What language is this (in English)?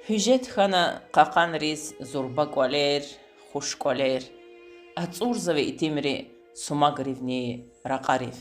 Lezghian